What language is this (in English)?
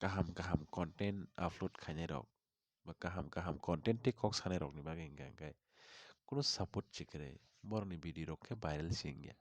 Kok Borok